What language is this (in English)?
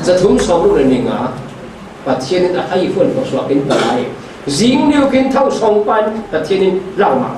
Falam Chin